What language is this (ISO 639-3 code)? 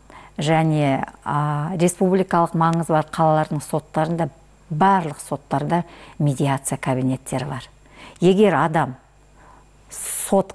kaz